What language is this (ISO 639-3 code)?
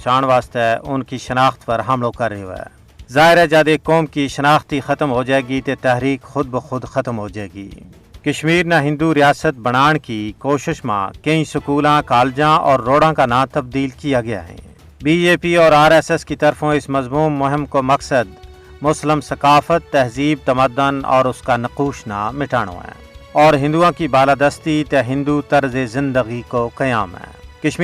gju